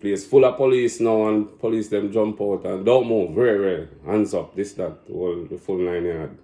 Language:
Jamaican Creole English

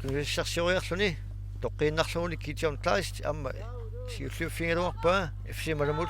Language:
Kalaallisut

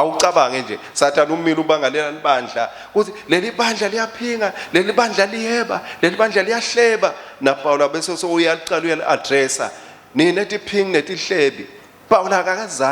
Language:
Swati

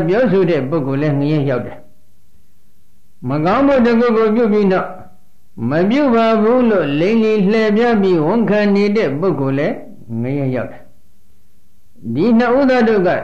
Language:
Burmese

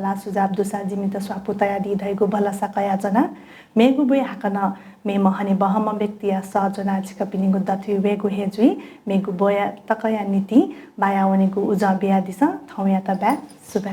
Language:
Newari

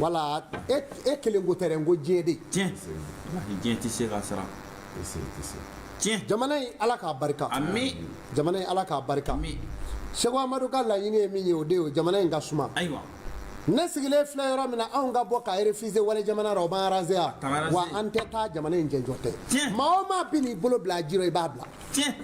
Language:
Bambara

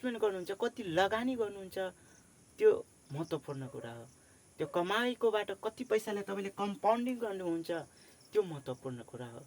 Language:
Nepali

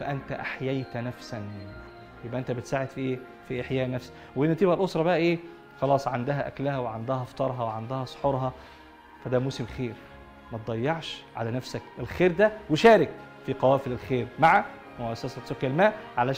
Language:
Egyptian Arabic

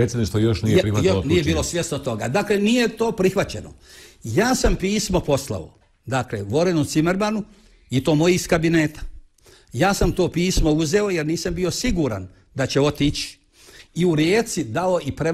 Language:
Croatian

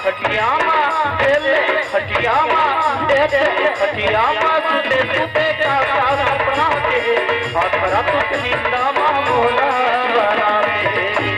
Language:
Chhattisgarhi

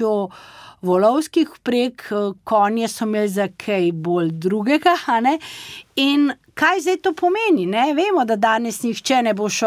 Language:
Slovenian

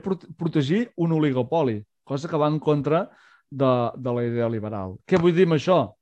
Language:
Catalan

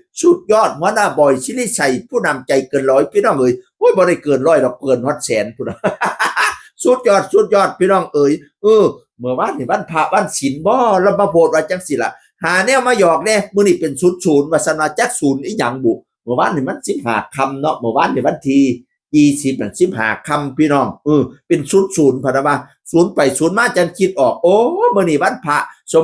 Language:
Northeastern Thai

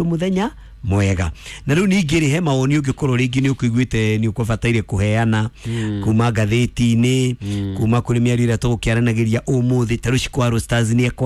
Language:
Kikuyu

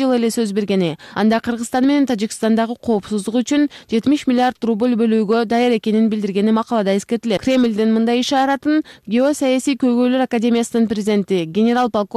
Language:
Kyrgyz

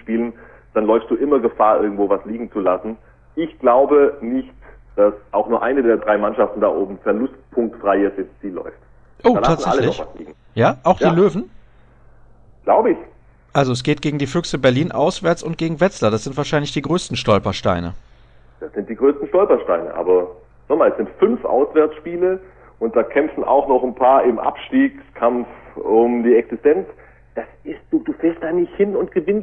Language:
German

